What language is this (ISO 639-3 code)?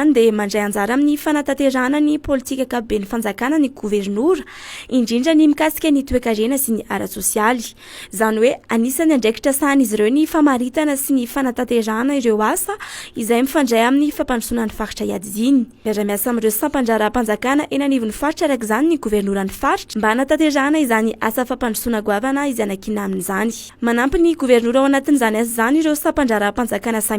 mlg